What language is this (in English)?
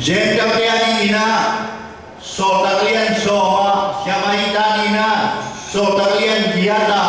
Tedim Chin